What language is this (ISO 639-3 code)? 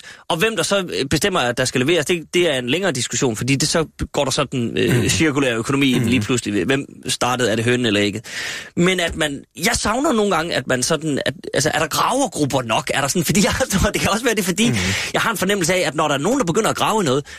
dan